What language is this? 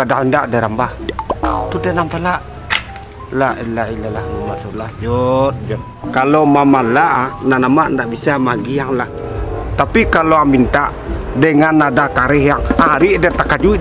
Minangkabau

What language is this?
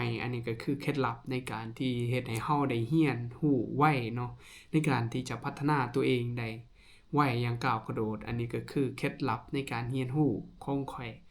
Lao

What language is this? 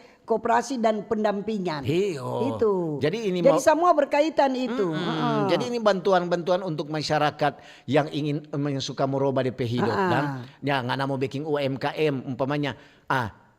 Manado Malay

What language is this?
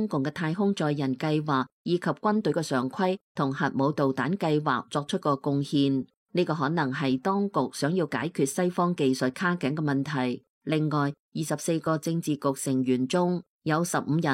Cantonese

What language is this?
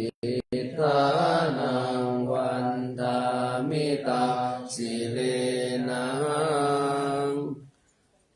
Pali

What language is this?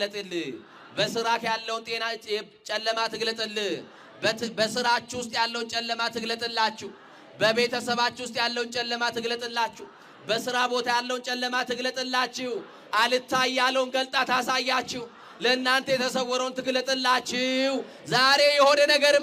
Amharic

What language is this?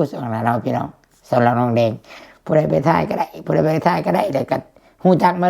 Lao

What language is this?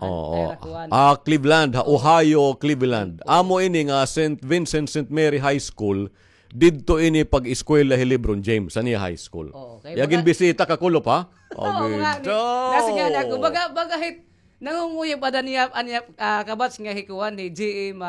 Waray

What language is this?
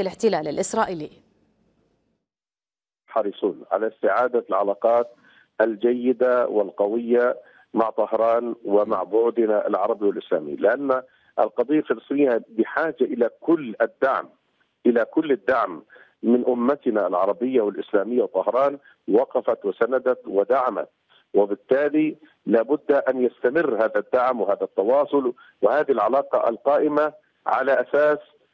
Arabic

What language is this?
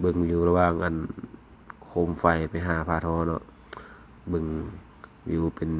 Lao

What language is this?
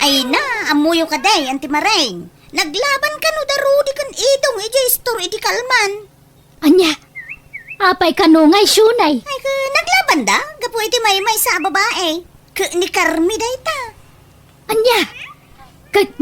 Iloko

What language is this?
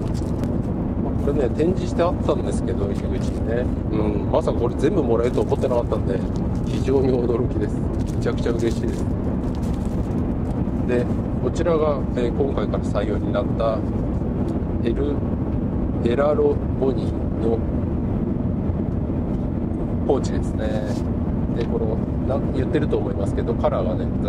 Japanese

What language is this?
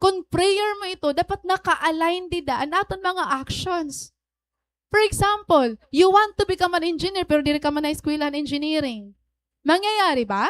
Waray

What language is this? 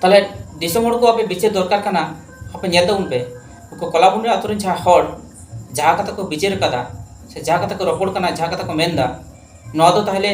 Santali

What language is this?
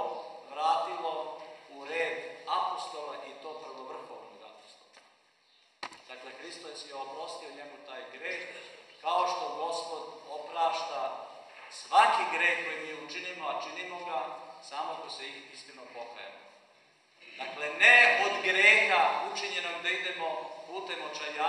Serbian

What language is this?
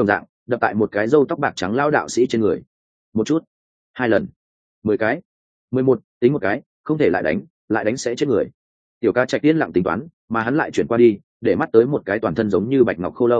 Vietnamese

